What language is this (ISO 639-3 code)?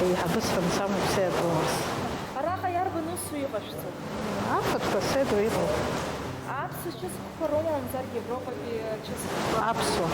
abk